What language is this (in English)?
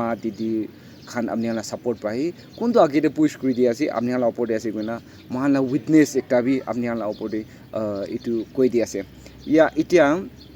Naga Pidgin